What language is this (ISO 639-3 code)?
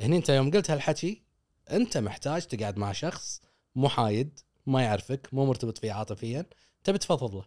afb